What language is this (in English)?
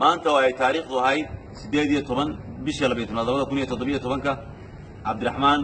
Somali